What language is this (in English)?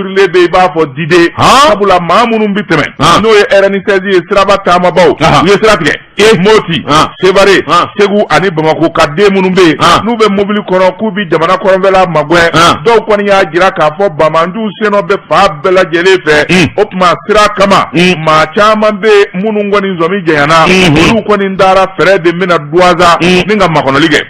Bambara